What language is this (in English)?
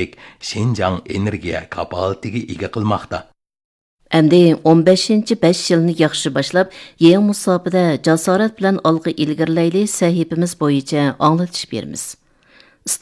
Uyghur